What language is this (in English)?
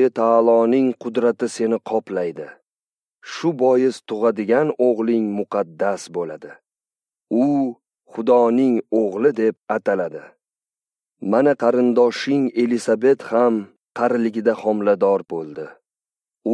Uzbek